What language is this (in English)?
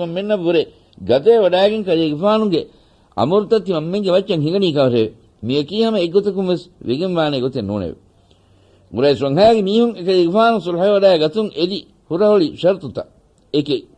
Divehi